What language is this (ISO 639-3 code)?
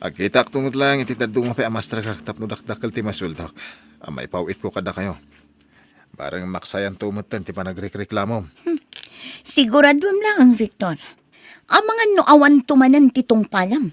ilo